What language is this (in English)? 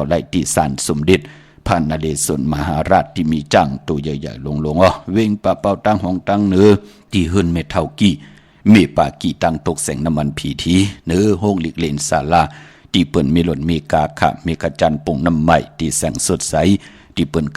Shan